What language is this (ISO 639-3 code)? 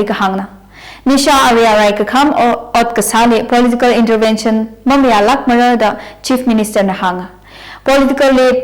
nmf